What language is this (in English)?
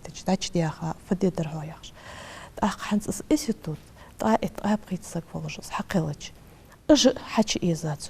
Ingush